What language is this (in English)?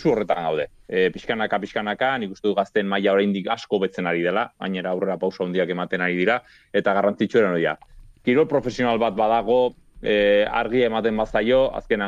Basque